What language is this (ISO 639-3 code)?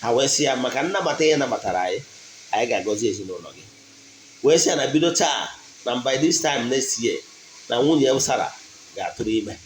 ibo